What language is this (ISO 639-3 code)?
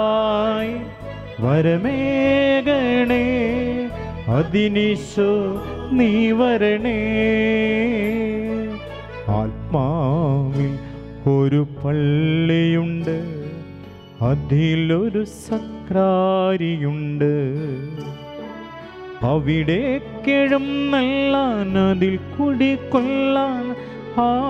mal